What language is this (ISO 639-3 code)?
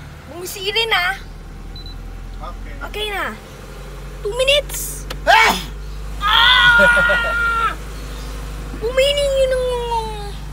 fil